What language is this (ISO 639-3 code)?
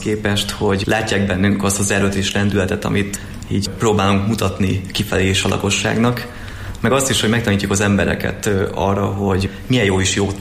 hun